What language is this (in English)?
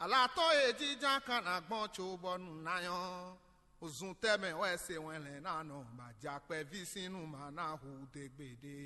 Fon